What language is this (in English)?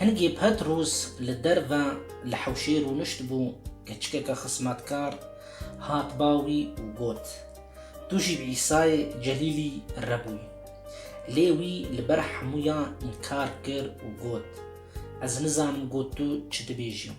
Kurdish